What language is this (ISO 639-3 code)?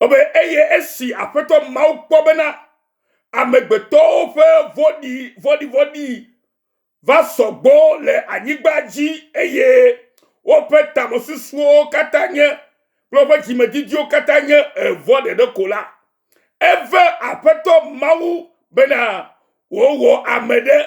ewe